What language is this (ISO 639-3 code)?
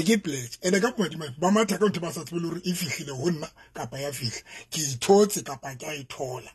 sot